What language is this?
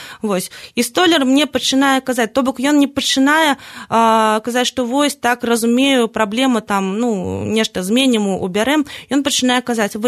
Belarusian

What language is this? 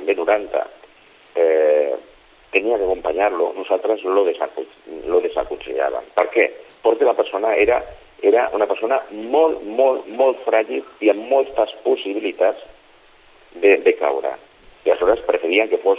Catalan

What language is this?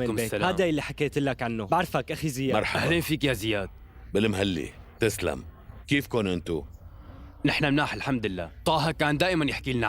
North Levantine Arabic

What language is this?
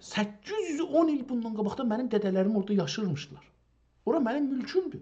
South Azerbaijani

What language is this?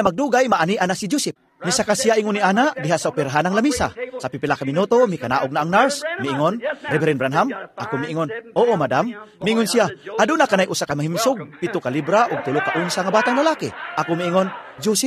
Cebuano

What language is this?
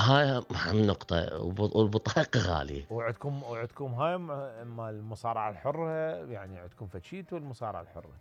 Mesopotamian Arabic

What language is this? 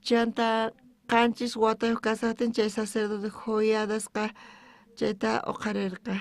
South Bolivian Quechua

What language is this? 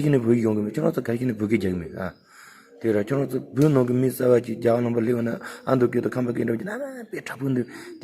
Tibetan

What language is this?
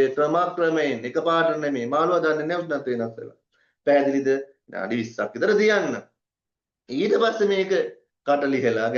Sinhala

